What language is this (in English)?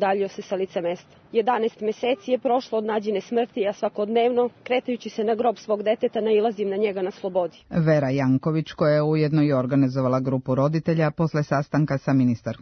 Serbian